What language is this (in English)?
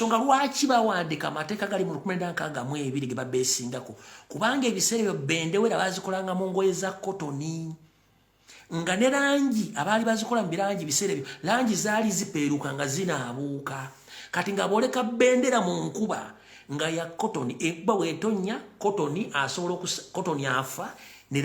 Ganda